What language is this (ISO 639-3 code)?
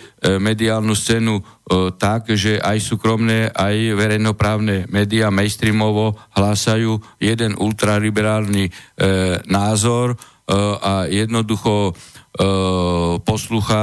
slk